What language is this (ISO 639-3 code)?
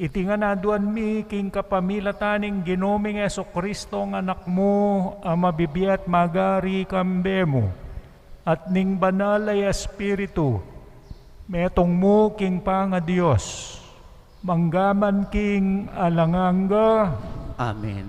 pam